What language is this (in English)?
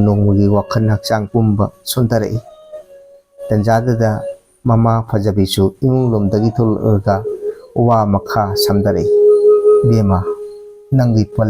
Manipuri